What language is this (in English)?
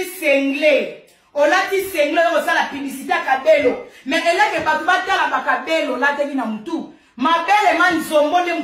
Lingala